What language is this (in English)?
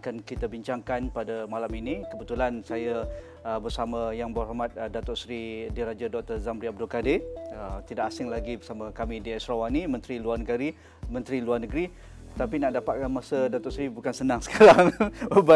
Malay